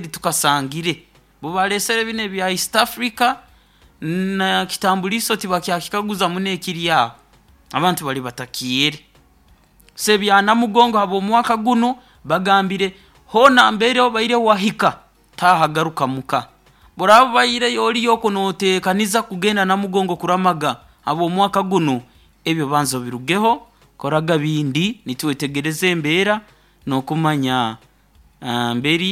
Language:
Nyoro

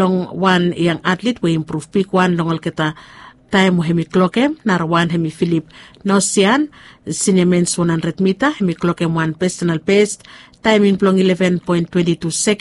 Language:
Bislama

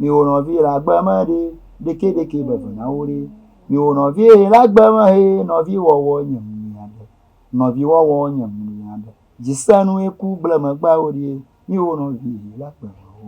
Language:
Ewe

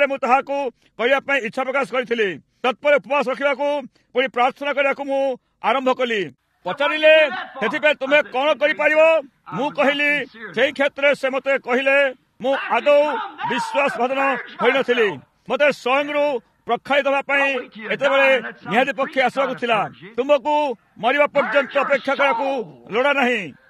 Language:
Odia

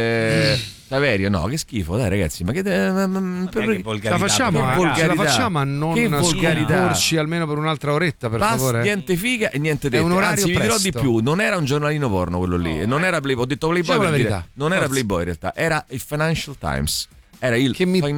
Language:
Italian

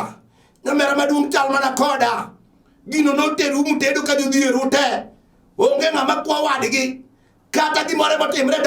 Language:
Luo (Kenya and Tanzania)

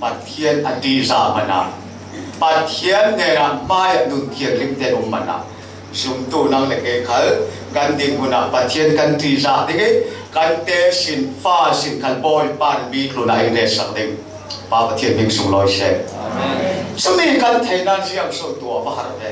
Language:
Falam Chin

